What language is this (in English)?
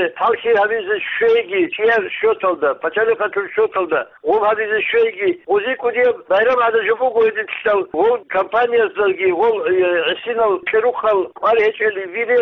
Avaric